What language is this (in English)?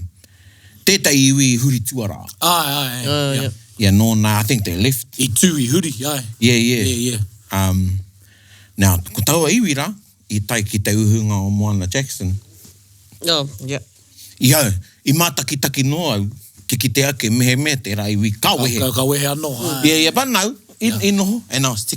Māori